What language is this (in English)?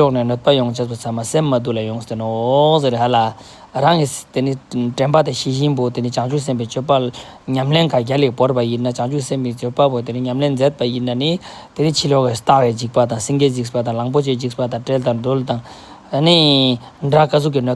Ladakhi